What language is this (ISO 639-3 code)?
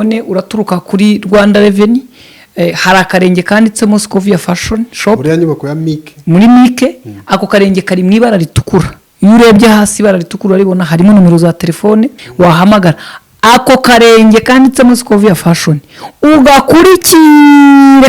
kin